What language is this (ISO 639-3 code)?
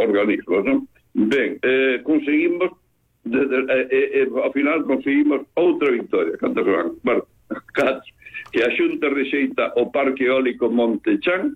glg